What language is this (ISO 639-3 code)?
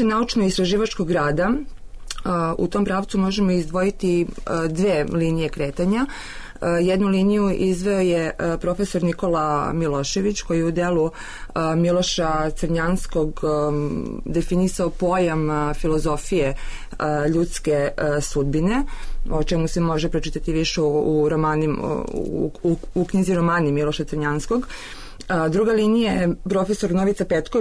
srp